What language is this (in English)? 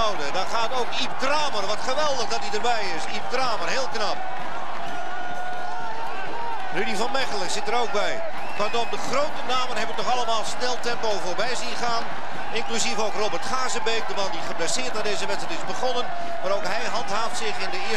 Dutch